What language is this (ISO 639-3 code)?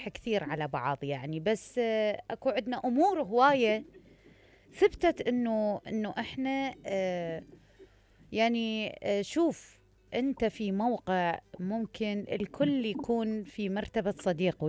acm